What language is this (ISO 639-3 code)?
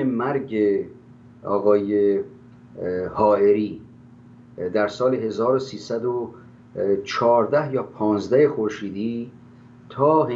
fas